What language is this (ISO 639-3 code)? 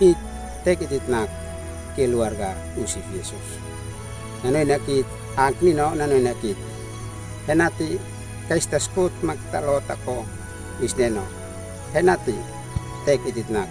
aoz